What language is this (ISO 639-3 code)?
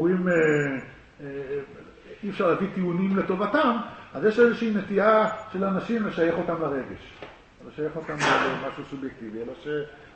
heb